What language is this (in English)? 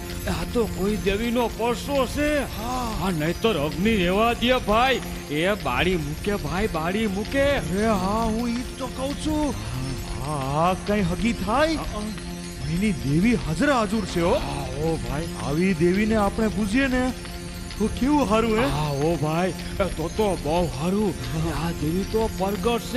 Gujarati